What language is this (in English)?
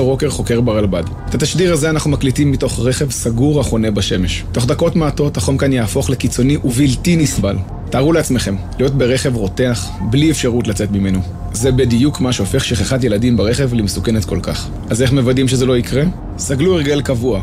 Hebrew